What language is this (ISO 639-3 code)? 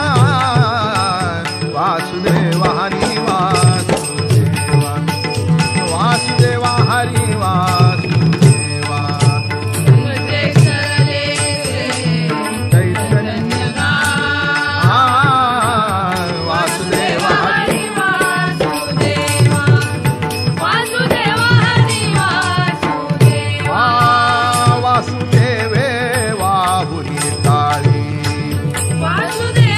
mar